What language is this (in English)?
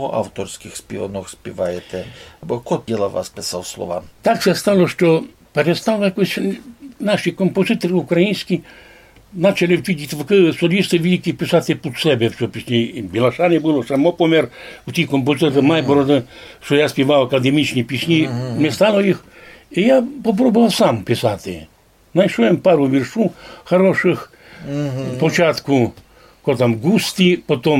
Rusyn